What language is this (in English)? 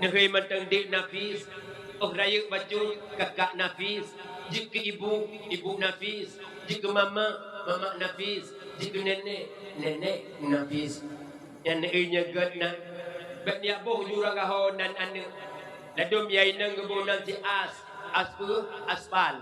Achinese